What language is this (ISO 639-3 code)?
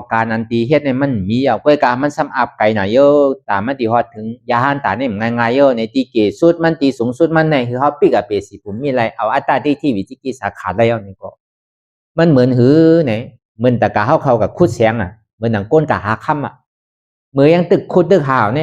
shn